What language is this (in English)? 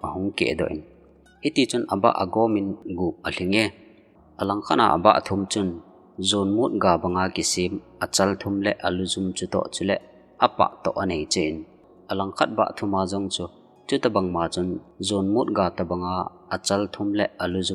Thado Chin